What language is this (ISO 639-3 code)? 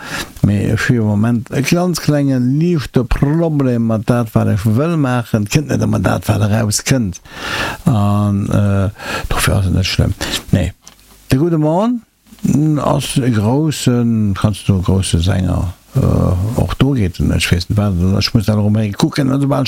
ltz